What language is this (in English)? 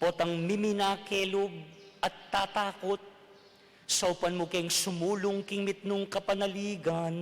Pampanga